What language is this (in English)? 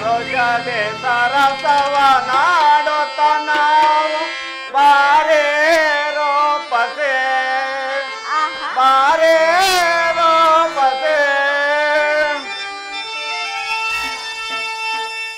Kannada